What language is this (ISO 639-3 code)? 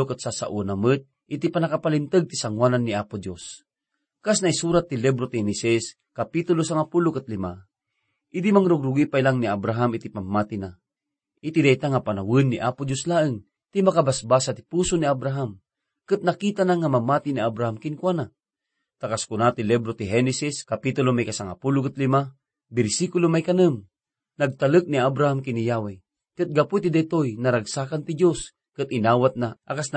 ilo